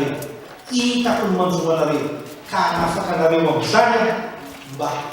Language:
Malagasy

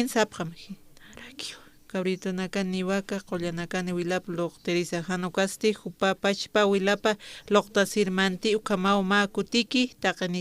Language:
Aymara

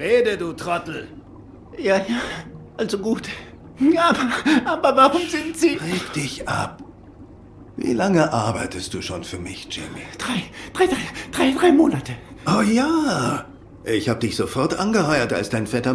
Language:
Swiss German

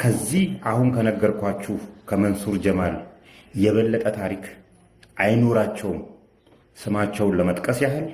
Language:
Amharic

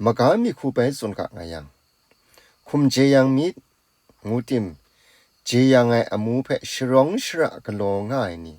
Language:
Kachin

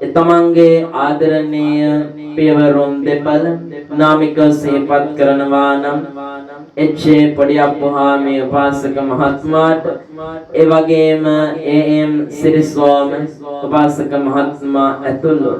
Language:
Sinhala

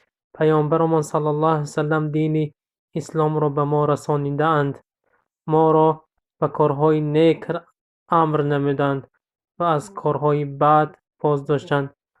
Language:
Tajik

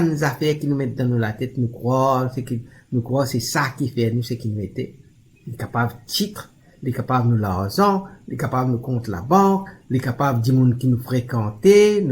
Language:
Morisyen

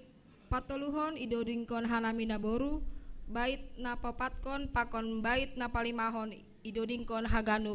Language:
Batak Simalungun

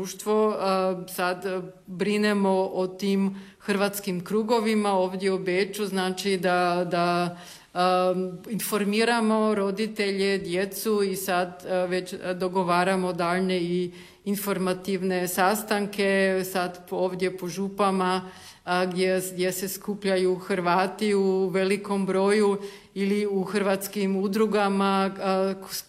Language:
Croatian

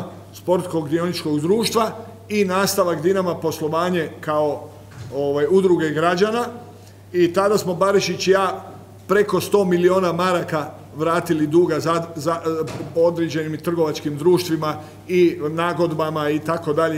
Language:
Croatian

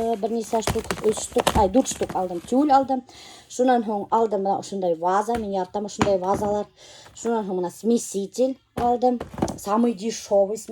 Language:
Bashkir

